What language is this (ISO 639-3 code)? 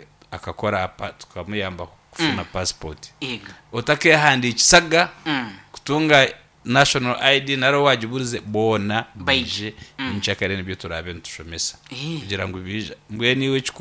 nyn